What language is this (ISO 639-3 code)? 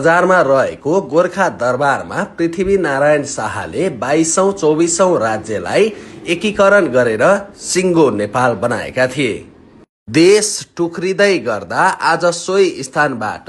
nep